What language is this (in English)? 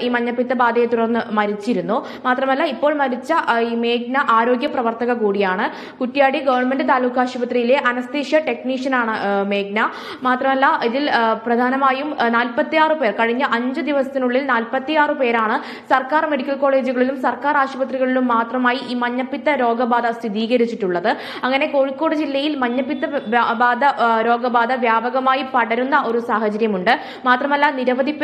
Malayalam